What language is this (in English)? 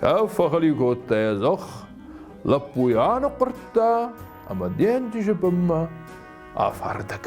Ossetic